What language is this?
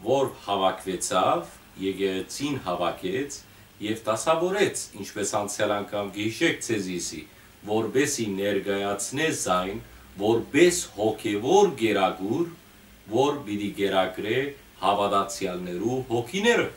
Western Armenian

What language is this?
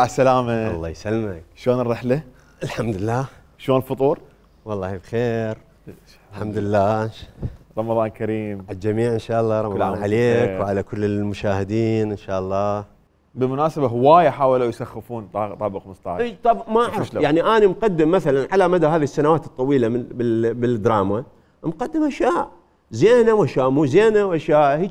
Mesopotamian Arabic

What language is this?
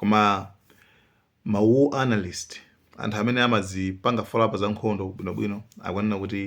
Nyanja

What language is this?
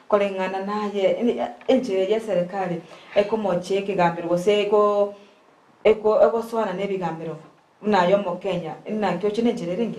Gusii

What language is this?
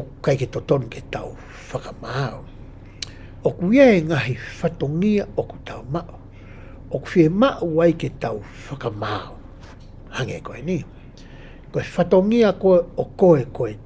Tongan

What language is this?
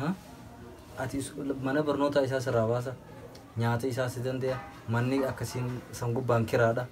Oromo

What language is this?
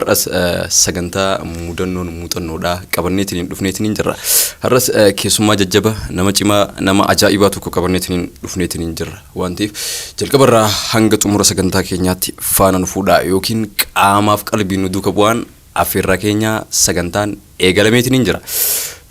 Oromo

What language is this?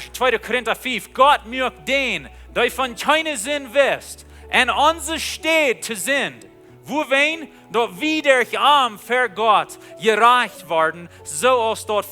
Plautdietsch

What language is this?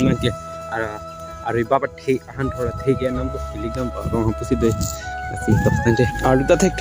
Karbi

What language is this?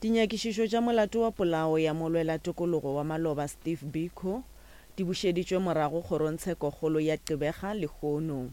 Northern Sotho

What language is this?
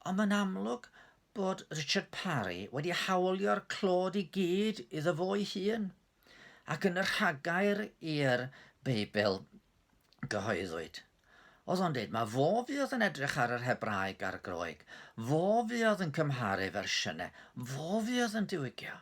Welsh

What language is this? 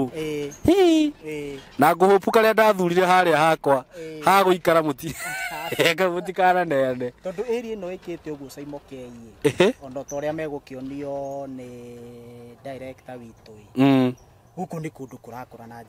Kikuyu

